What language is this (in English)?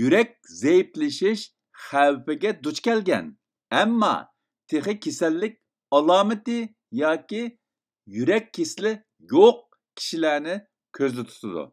Uyghur